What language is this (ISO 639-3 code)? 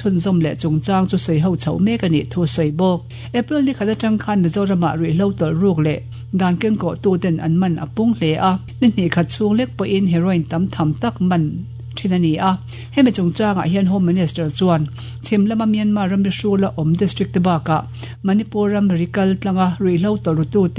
lus